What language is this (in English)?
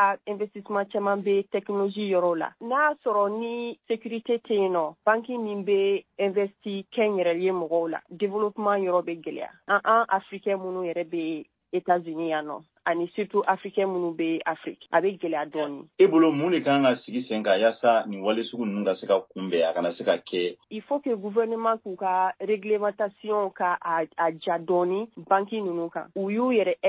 Bambara